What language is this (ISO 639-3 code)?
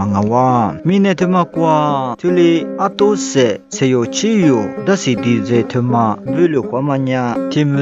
lis